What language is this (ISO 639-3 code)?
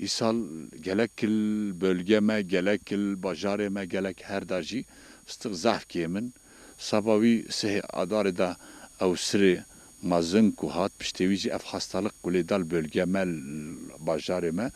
kur